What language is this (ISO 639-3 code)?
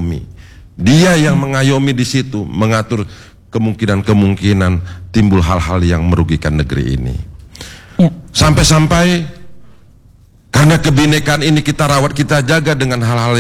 ind